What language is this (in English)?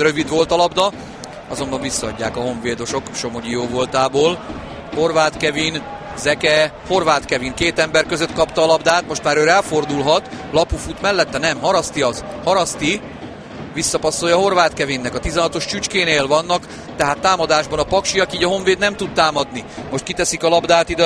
Hungarian